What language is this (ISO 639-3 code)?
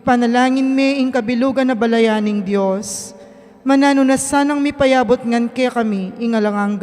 pam